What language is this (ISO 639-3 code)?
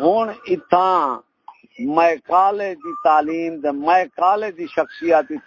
skr